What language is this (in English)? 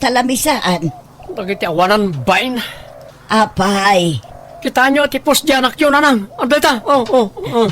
Iloko